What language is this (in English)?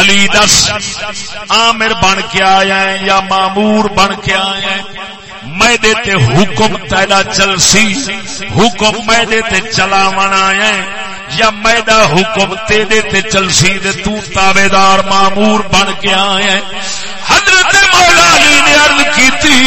Saraiki